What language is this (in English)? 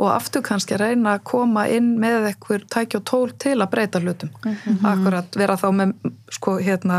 Icelandic